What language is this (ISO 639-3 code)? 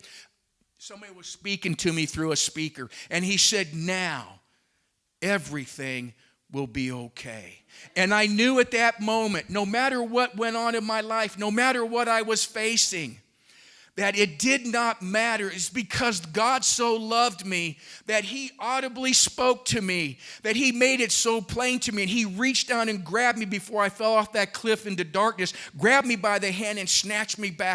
eng